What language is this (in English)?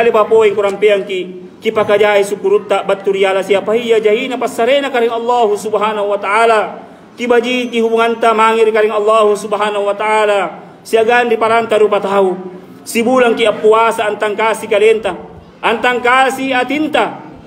Makasar